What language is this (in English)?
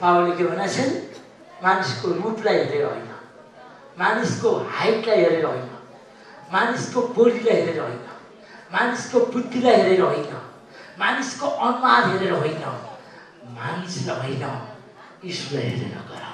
Nepali